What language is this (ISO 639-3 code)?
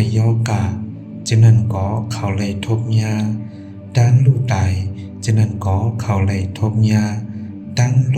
shn